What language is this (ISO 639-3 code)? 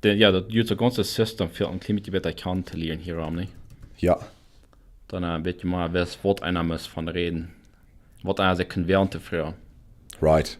pdt